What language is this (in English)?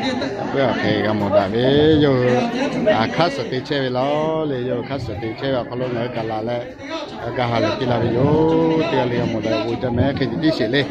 Lahu